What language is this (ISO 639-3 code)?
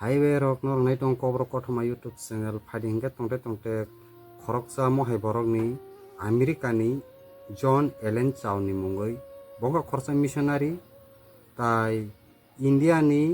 trp